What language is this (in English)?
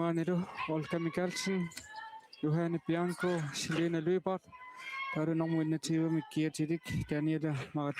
Kalaallisut